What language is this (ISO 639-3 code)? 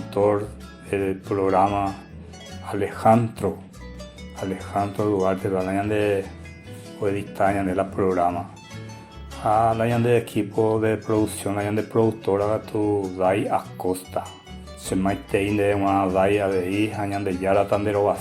grn